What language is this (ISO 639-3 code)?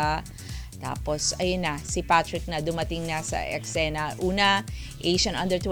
fil